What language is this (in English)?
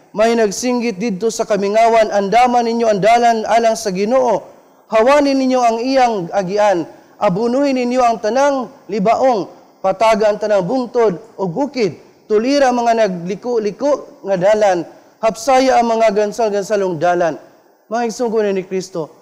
Cebuano